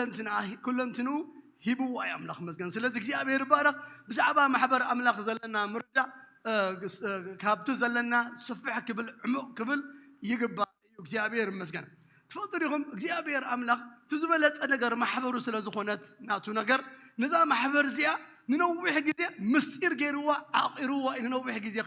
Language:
Tigrinya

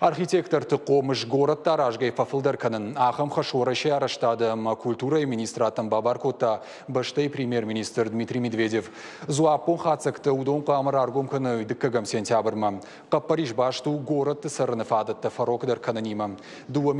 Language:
Ossetic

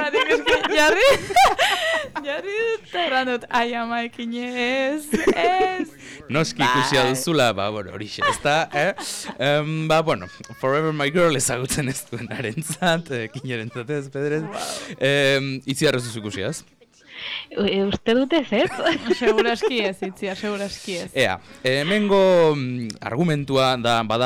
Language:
Basque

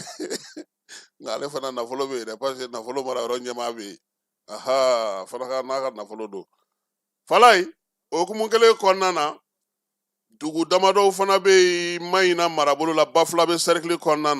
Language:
Bambara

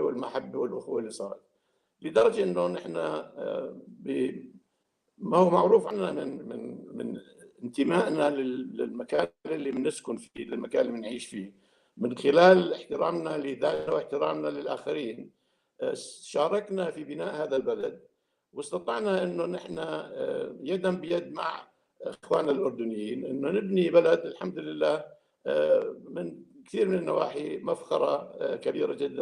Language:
North Levantine Arabic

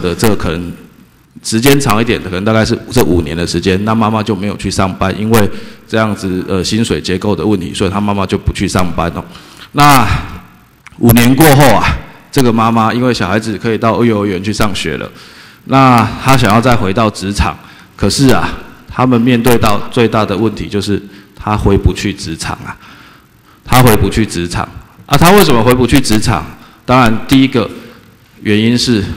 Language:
Chinese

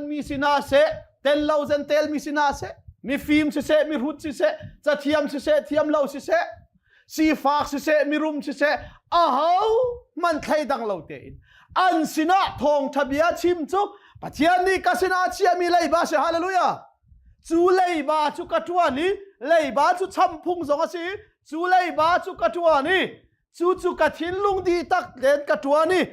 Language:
Hakha Chin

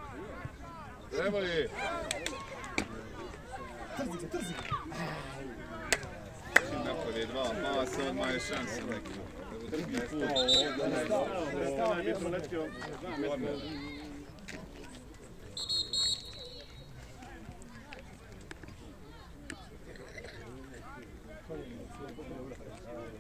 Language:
Croatian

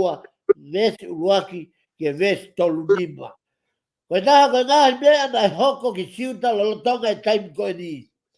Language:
Tongan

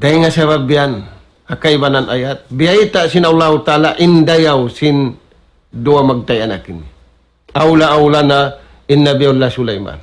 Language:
Tausug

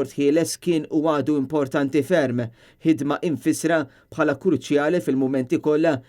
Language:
Maltese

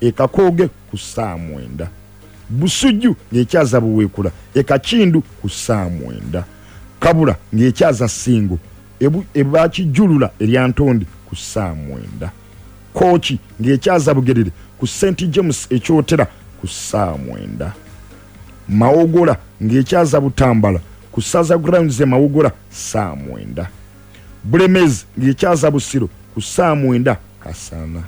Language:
Ganda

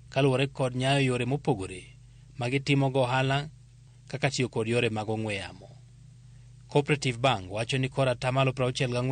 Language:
Luo (Kenya and Tanzania)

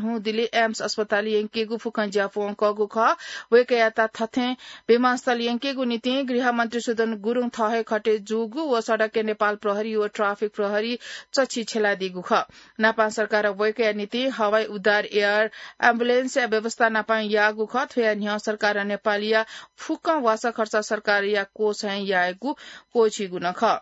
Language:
Newari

